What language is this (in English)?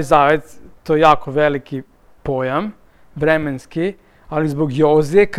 Serbian